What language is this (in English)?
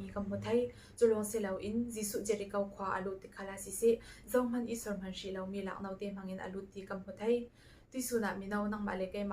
Falam Chin